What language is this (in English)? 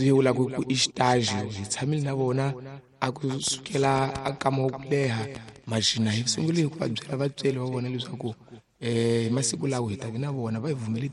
Tsonga